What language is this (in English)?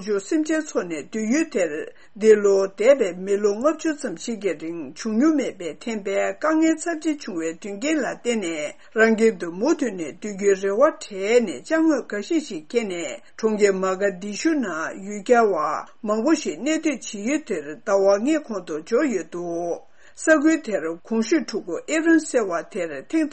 Tibetan